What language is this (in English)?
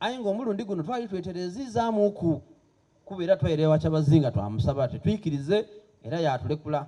Soga